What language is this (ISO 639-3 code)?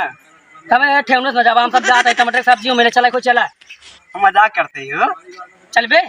awa